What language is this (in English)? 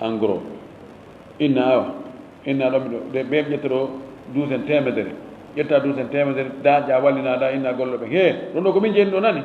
Fula